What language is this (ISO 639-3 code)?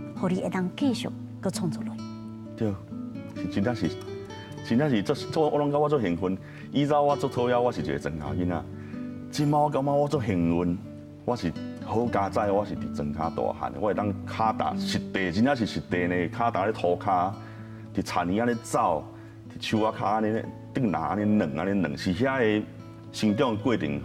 nan